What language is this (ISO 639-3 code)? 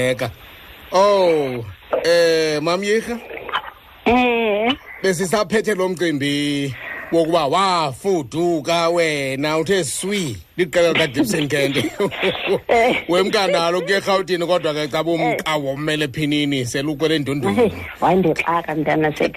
xho